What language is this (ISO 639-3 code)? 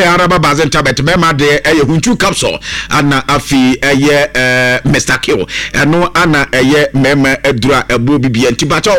aka